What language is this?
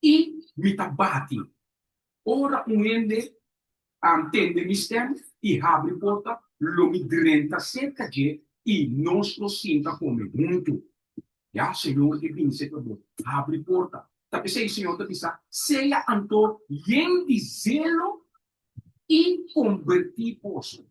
Papiamento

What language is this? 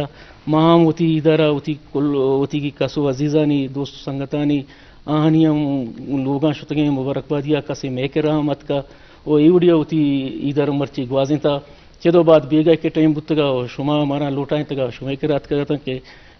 Eastern Balochi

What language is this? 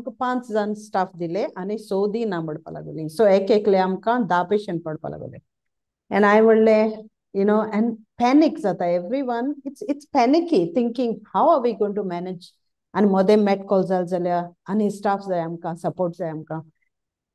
Konkani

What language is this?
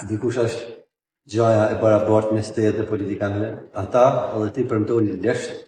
Albanian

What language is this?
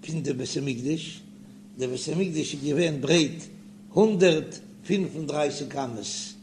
Yiddish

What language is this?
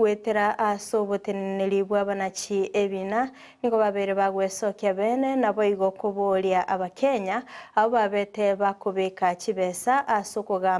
Gusii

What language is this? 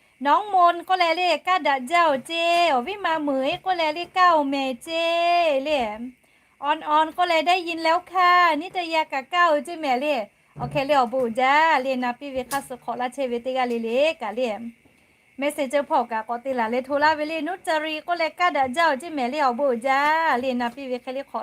Lahu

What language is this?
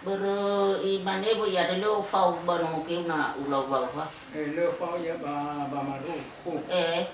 Nias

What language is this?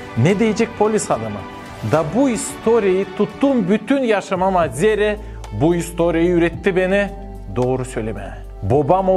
Gagauz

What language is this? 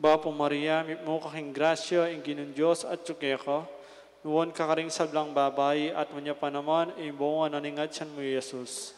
Pampanga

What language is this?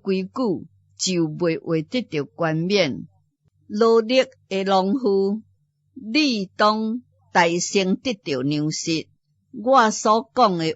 Min Nan Chinese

